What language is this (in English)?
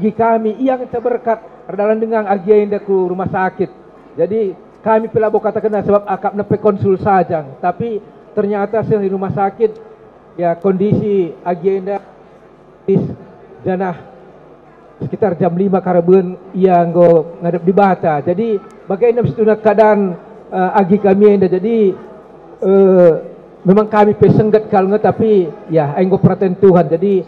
Batak Karo